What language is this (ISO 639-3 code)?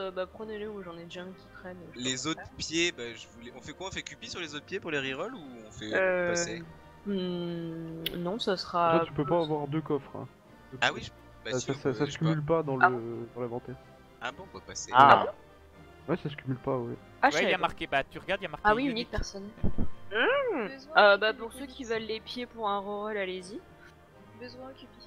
fra